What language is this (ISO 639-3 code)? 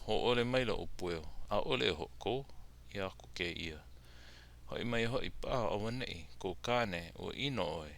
haw